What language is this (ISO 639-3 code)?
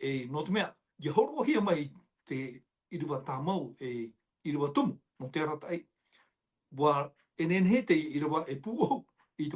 tah